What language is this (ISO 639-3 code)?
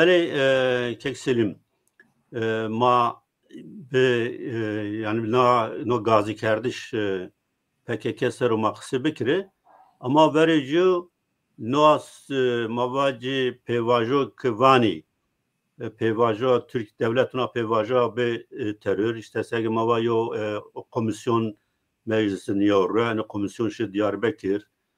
zza